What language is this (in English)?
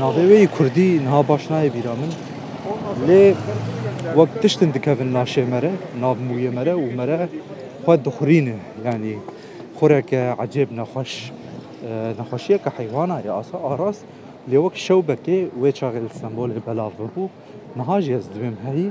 Kurdish